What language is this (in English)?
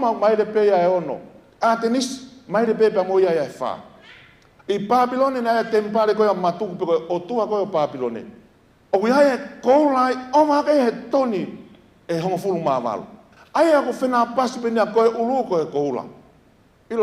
Tongan